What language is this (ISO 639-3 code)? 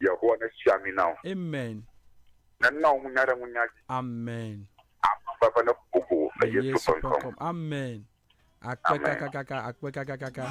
ewe